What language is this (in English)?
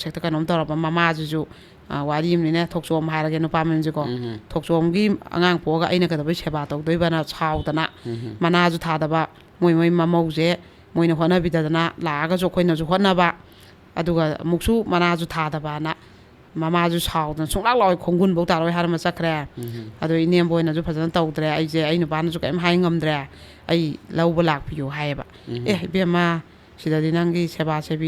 Manipuri